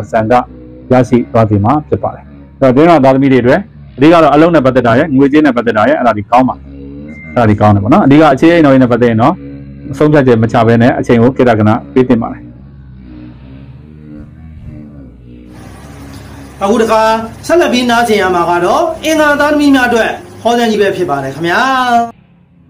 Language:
Burmese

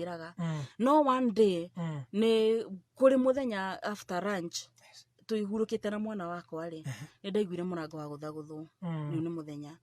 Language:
Kikuyu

